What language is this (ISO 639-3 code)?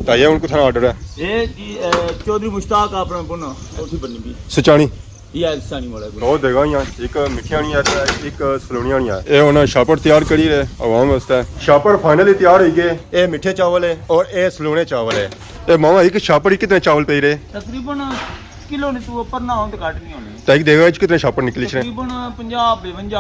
phr